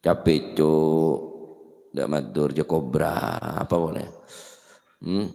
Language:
Madurese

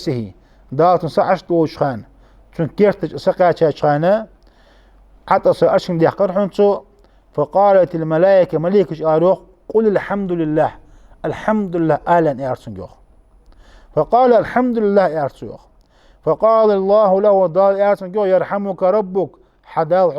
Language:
Ingush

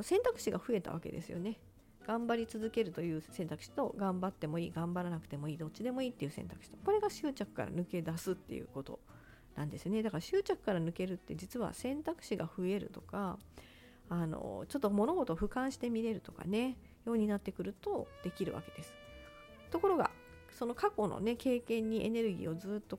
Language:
Japanese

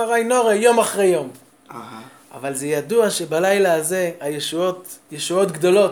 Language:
Hebrew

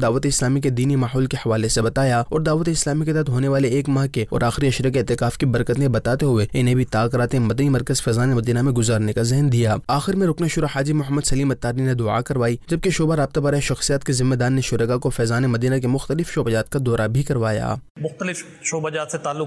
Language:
Urdu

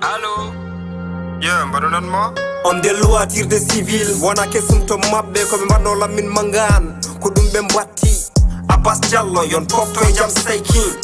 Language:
Fula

